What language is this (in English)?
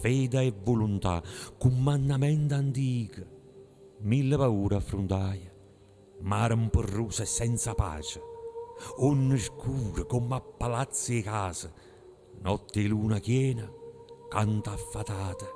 Neapolitan